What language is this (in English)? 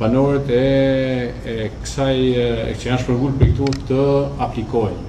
Albanian